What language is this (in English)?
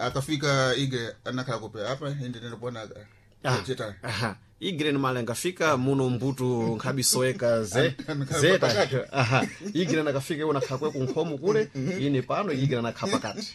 Sena